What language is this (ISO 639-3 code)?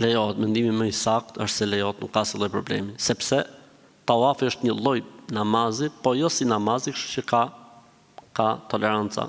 sqi